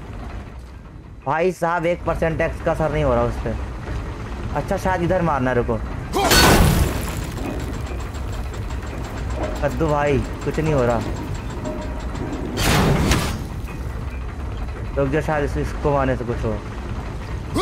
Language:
Hindi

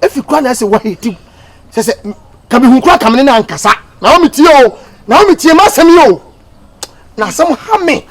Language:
Akan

